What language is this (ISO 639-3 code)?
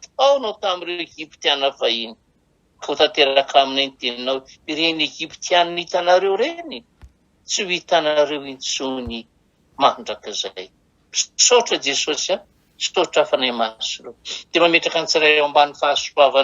mlg